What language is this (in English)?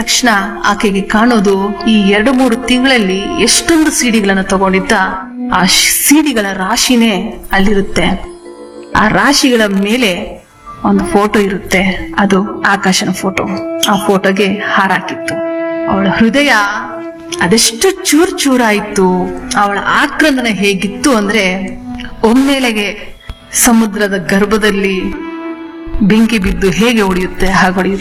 Kannada